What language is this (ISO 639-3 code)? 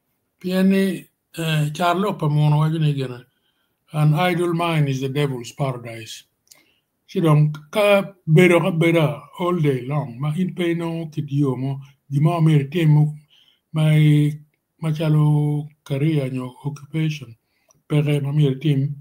ach